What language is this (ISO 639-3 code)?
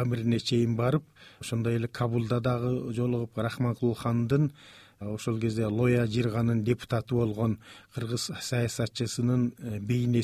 kir